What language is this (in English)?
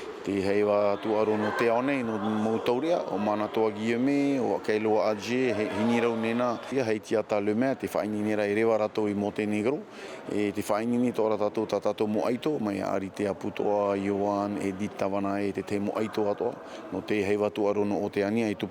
Tahitian